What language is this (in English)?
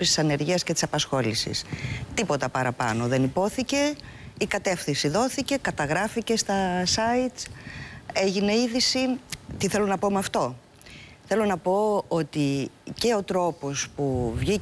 Greek